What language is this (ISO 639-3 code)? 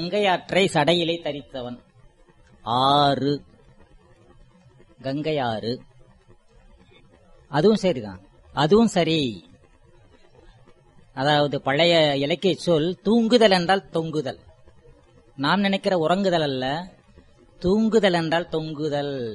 tam